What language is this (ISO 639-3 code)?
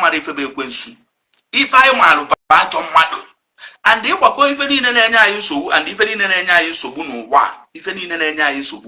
ibo